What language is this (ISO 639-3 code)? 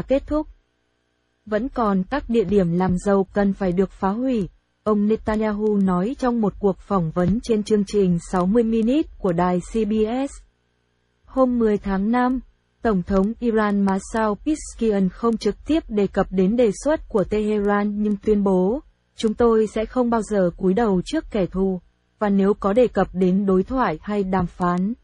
vie